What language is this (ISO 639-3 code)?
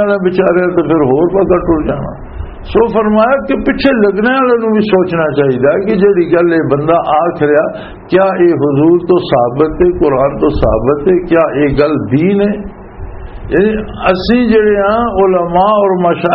lah